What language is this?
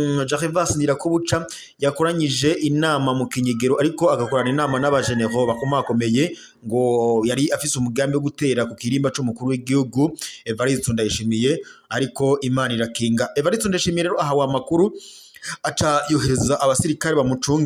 Rundi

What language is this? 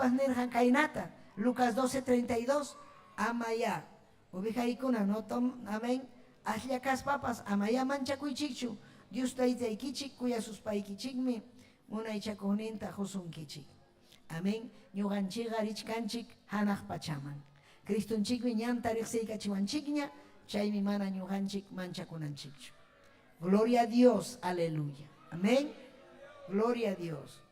Ayacucho Quechua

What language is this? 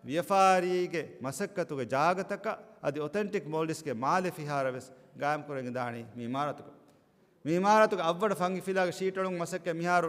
Divehi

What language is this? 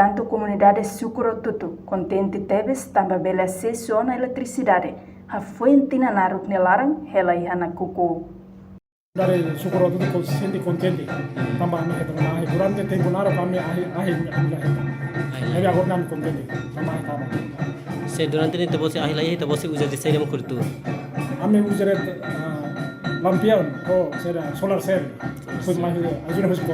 Tetum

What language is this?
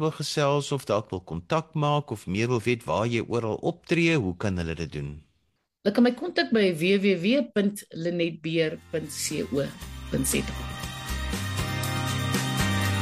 Afrikaans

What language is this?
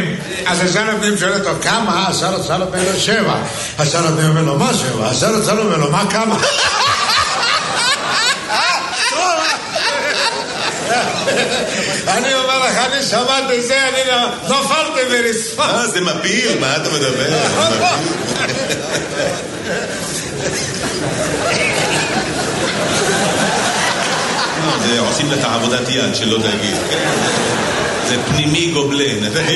Hebrew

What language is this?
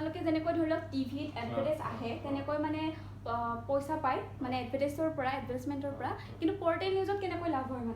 Assamese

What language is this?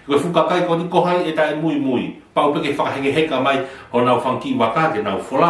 Tongan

